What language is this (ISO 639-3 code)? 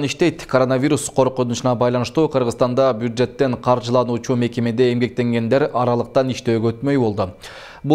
kir